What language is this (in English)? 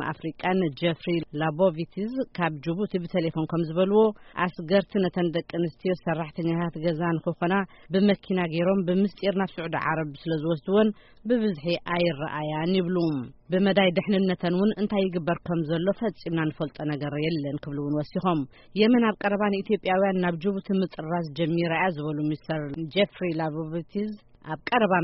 Tigrinya